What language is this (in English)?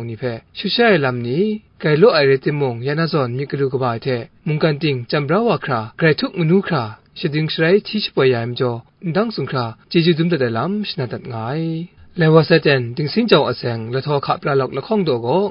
Kachin